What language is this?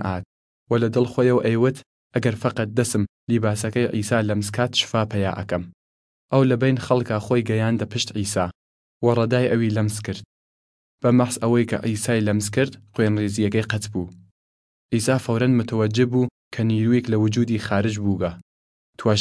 Southern Kurdish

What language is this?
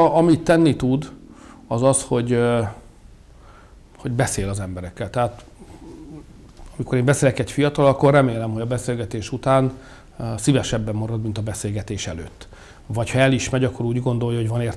Hungarian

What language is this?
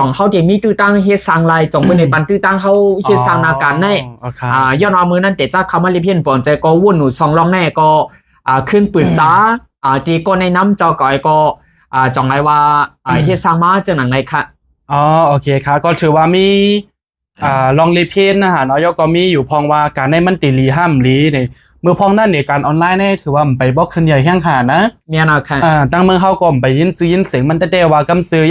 Shan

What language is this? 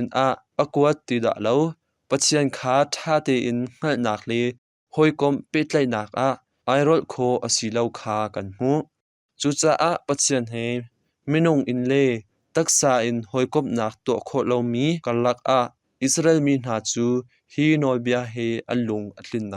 Hakha Chin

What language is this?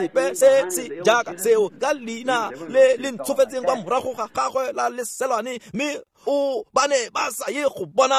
Tswana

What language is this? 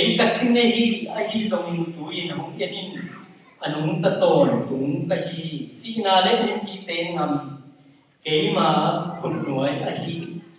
Tedim Chin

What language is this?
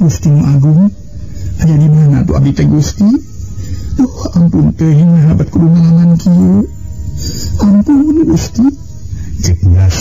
Sundanese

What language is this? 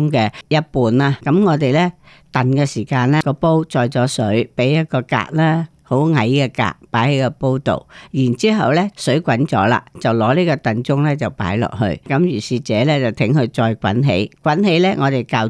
Cantonese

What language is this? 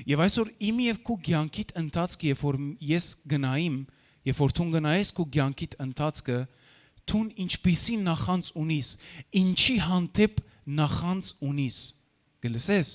Western Armenian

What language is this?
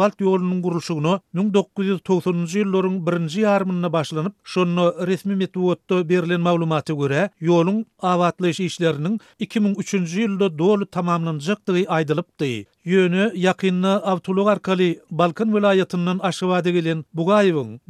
Turkmen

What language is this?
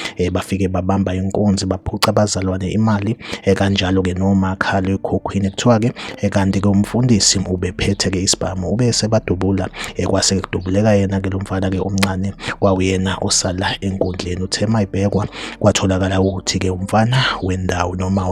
Zulu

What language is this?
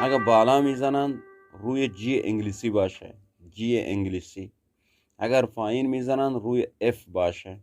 Eastern Balochi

